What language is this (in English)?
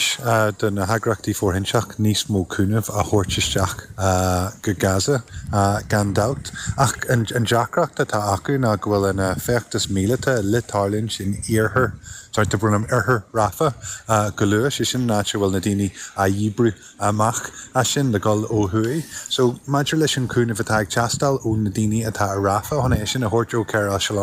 Irish